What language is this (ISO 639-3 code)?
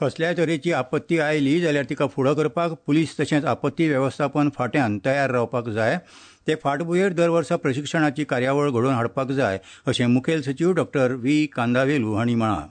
kok